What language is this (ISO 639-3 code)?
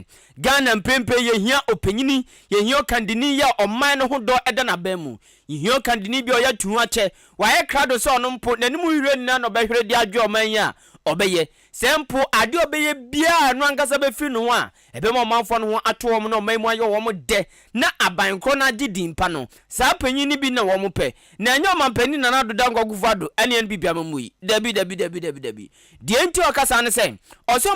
aka